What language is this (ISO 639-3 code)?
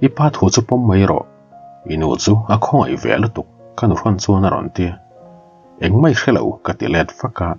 lus